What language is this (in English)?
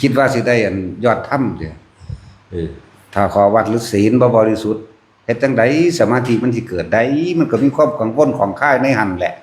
Northeastern Thai